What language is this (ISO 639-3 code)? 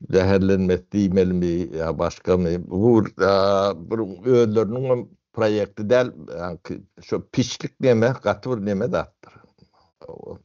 tuk